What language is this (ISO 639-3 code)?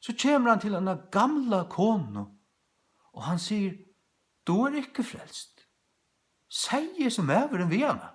fao